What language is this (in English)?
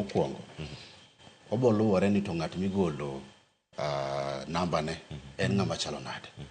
Luo (Kenya and Tanzania)